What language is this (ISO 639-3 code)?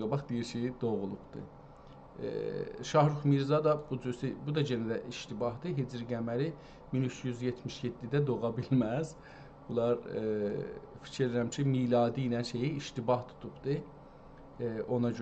azb